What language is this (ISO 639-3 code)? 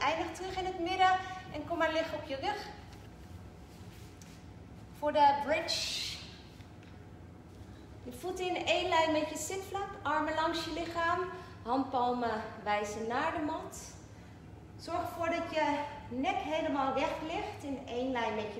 nld